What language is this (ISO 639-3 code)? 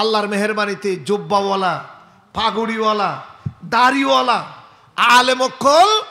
rhg